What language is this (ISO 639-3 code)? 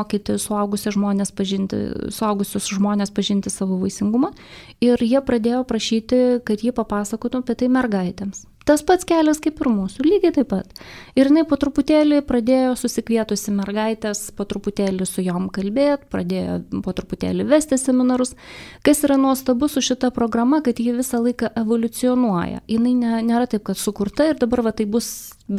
lit